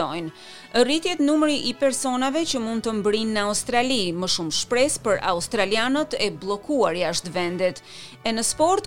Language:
Albanian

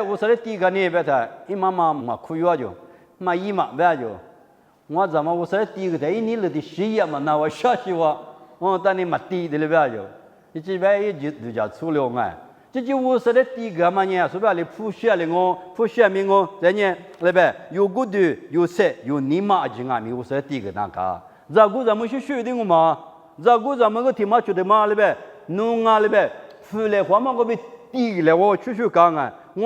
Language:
Lisu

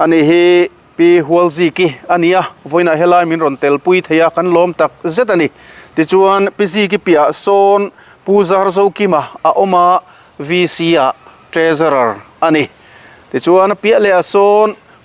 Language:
Mizo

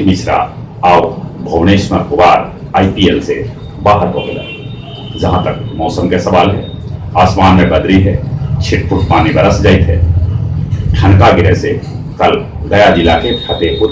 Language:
Magahi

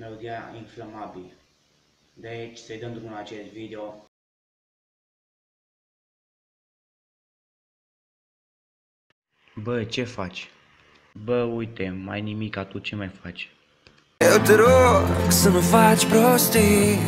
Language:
Romanian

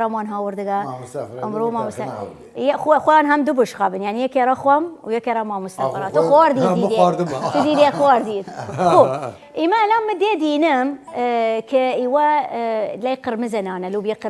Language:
Southern Kurdish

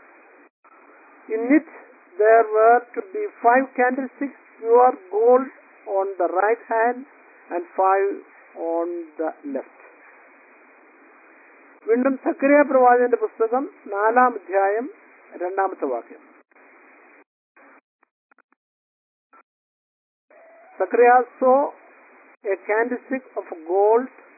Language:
Malayalam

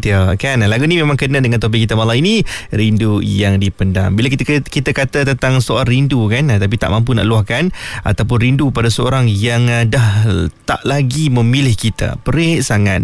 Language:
Malay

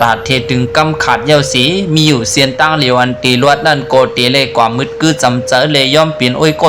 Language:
Shan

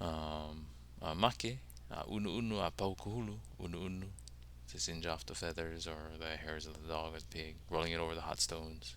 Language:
Hawaiian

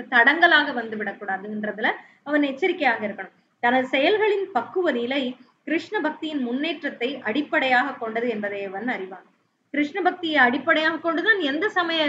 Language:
Tamil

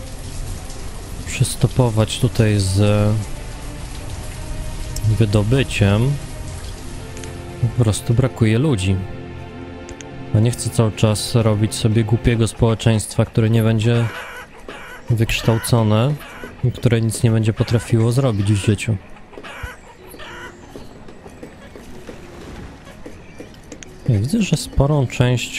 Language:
Polish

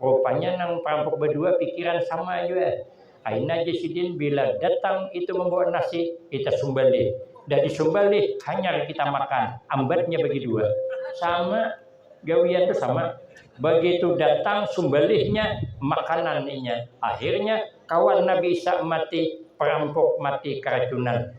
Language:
Banjar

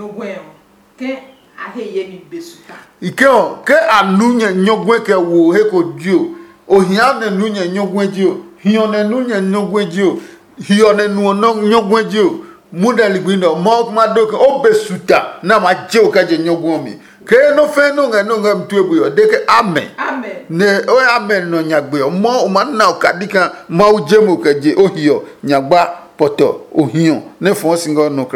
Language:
Adangme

